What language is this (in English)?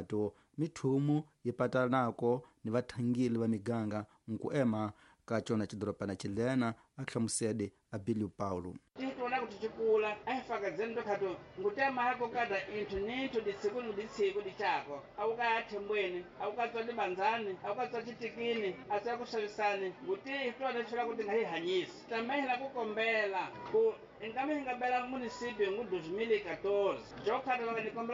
Tsonga